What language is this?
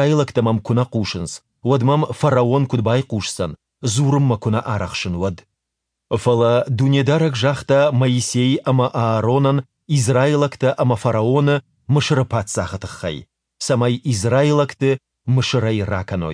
Ossetic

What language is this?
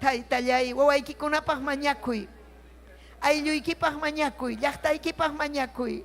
Ayacucho Quechua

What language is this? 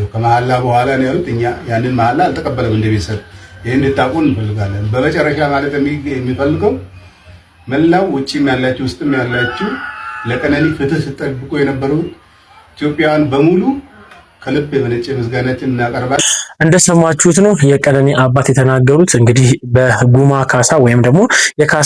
Amharic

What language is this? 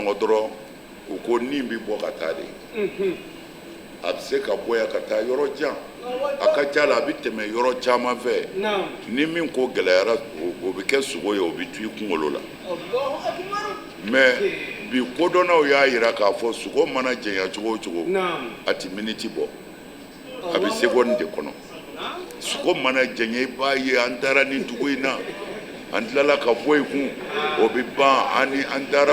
Bambara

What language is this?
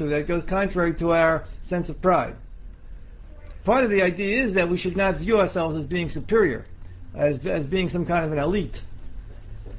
English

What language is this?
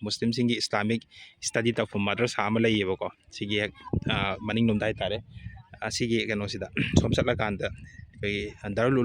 Manipuri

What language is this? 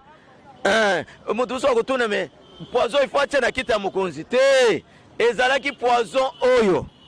Lingala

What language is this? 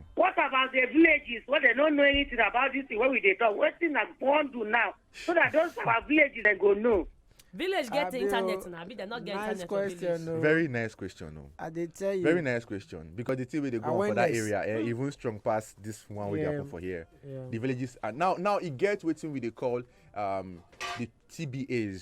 Nigerian Pidgin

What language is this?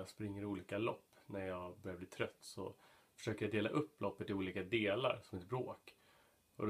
Swedish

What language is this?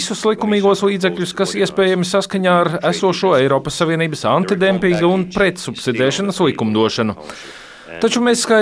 Latvian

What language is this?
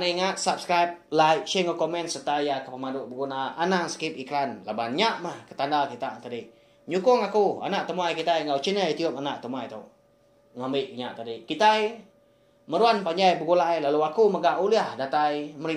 Iban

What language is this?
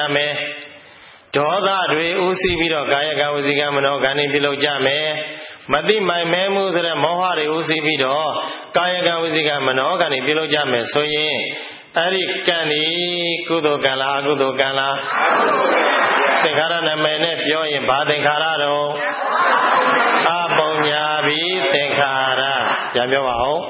Burmese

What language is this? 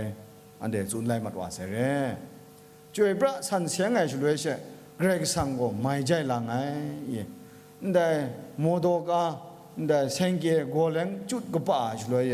Kachin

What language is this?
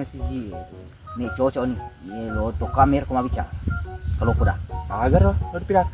Buginese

